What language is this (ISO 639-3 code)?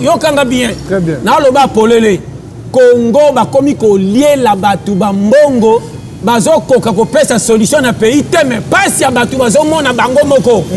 lin